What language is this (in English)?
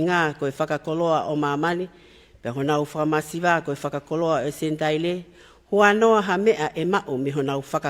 Tongan